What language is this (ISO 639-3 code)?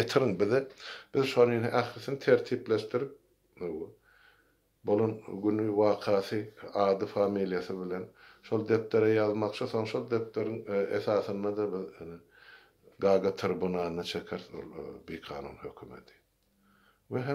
tuk